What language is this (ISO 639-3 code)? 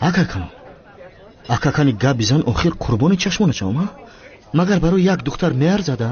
tgk